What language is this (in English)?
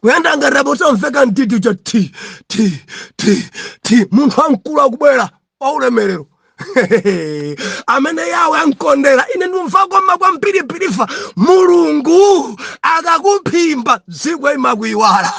Nyanja